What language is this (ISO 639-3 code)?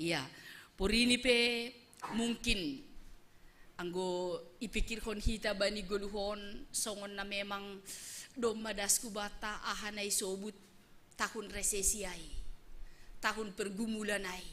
bts